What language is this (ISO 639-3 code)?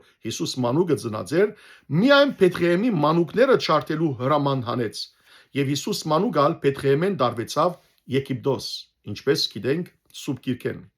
hyw